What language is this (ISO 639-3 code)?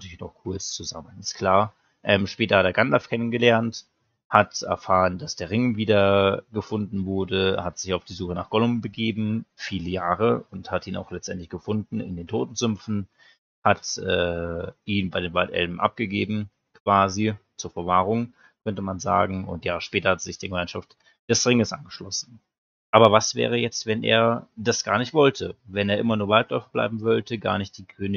deu